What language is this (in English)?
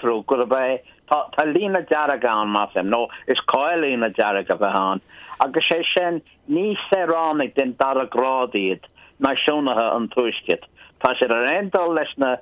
Irish